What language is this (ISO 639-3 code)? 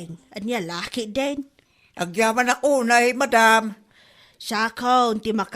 ilo